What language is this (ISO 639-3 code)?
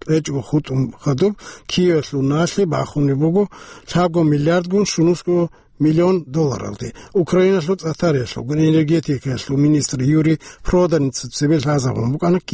ava